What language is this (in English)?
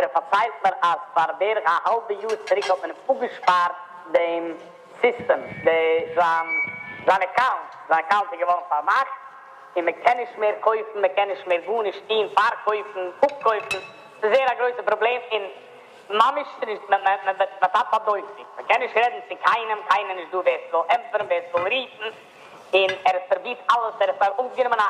Yiddish